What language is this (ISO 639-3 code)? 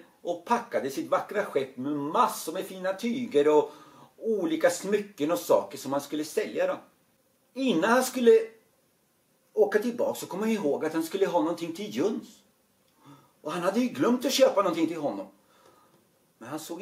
swe